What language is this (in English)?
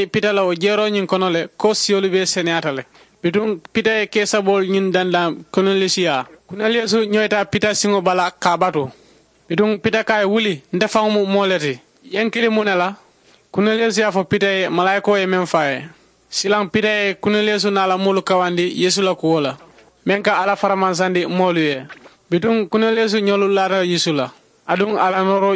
Mandingo